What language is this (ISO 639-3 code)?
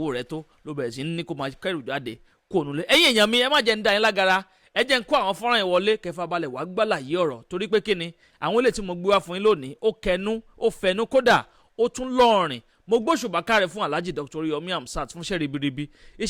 yor